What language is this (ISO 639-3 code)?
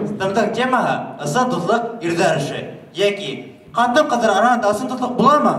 bak